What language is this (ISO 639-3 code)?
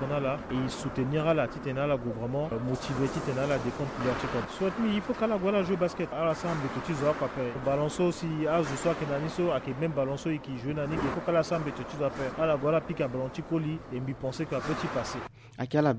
sag